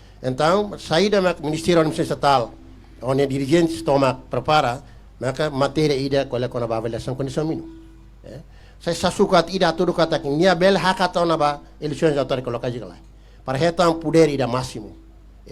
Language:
Tetum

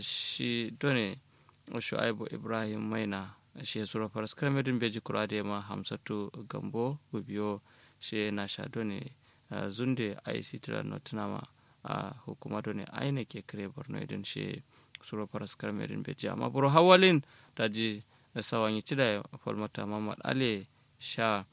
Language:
Kanuri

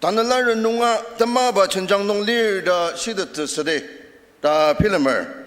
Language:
Ao Naga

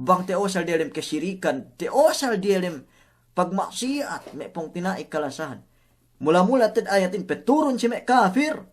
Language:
Yakan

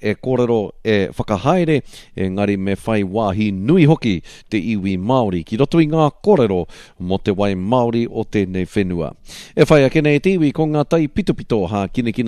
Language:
Māori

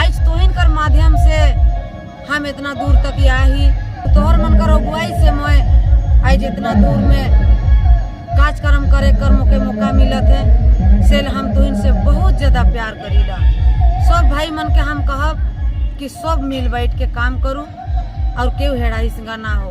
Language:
Sadri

